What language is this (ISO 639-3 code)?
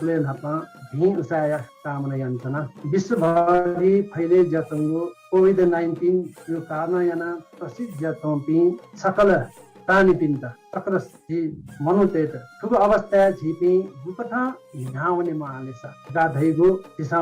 new